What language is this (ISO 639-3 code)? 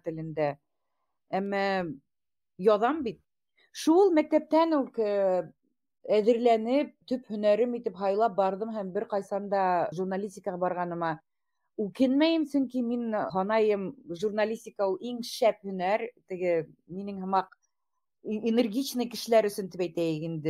bak